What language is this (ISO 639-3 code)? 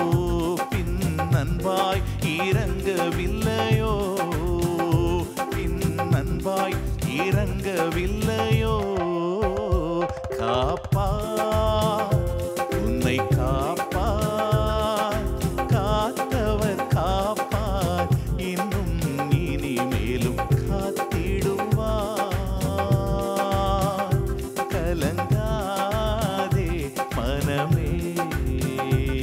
tam